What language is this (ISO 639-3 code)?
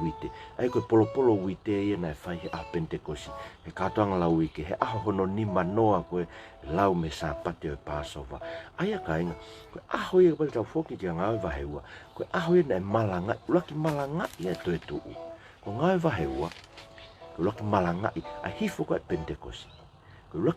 ton